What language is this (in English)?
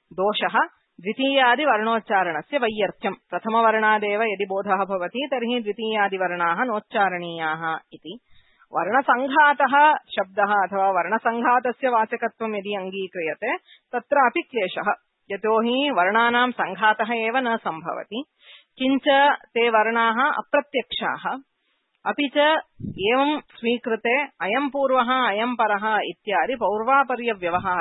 Sanskrit